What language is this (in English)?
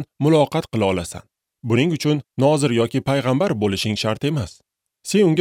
Uzbek